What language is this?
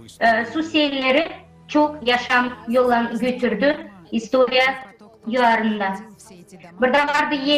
Gagauz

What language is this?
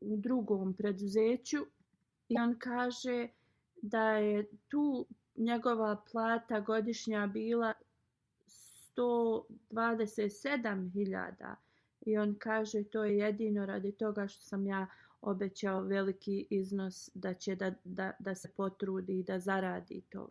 Bosnian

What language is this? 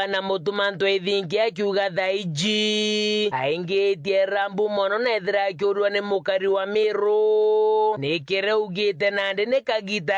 Meru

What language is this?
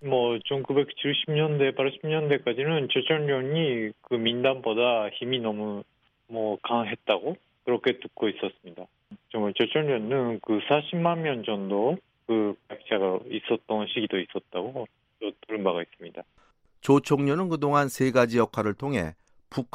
Korean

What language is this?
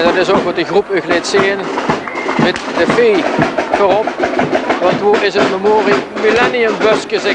Limburgish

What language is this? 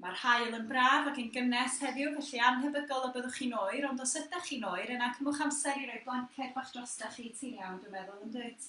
Welsh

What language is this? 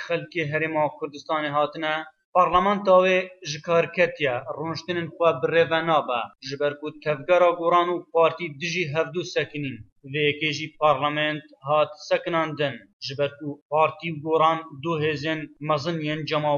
Kurdish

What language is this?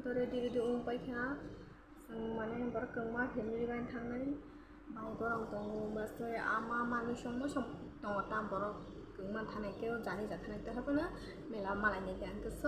Kok Borok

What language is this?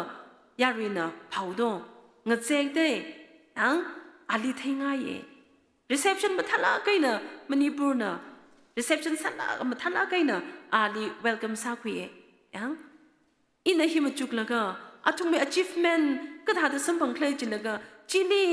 Tangkhul Naga (India)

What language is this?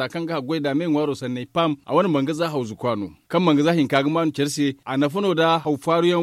Zarma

